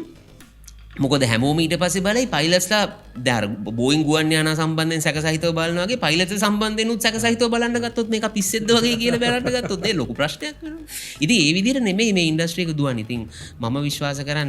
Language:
Sinhala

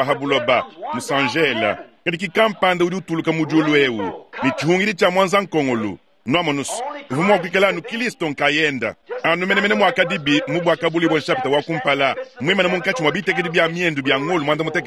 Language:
Luba-Lulua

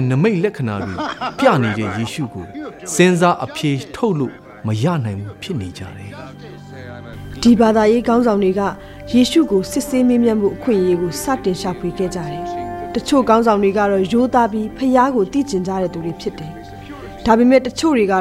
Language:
Burmese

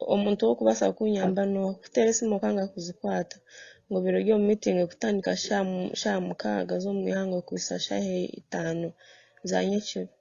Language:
Nyankole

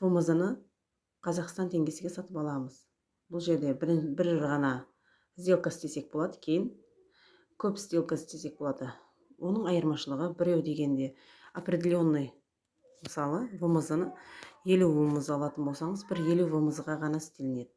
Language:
Kazakh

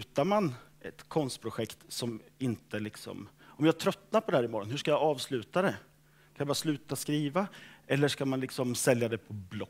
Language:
Swedish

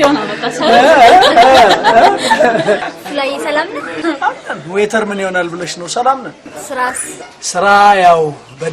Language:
Amharic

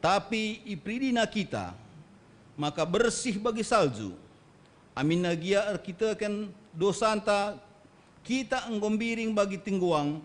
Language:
Batak Karo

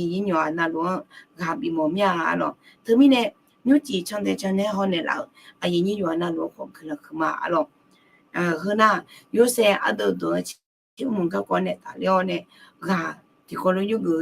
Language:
Akha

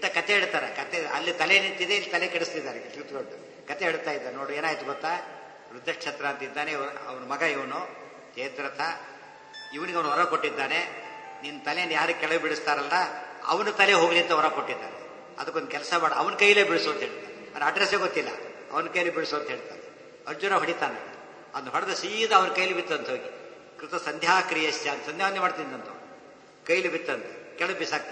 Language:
Kannada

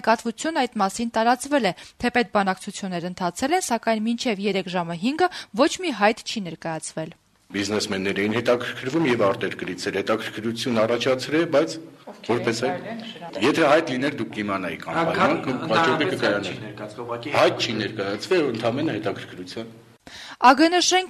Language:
Armenian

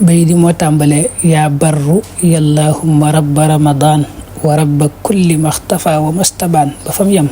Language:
Wolof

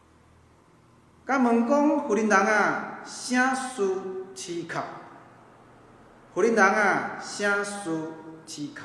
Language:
Min Nan Chinese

